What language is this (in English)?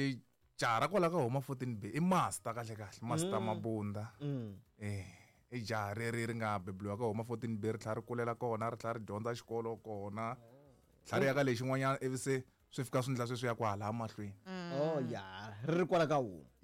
Tsonga